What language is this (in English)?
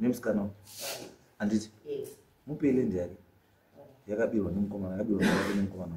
Shona